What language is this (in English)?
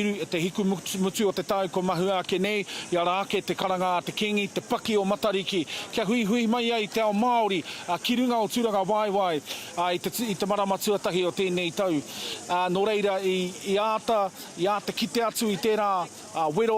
Māori